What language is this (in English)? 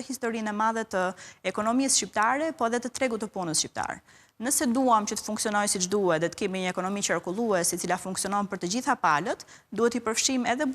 Albanian